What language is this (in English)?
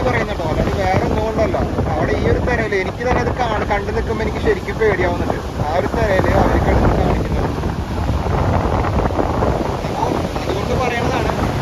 Malayalam